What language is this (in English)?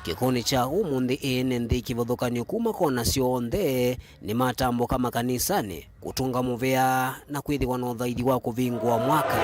Kamba